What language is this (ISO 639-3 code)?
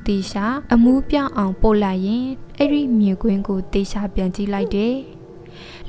mya